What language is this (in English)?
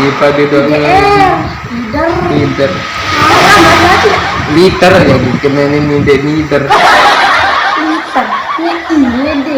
Sasak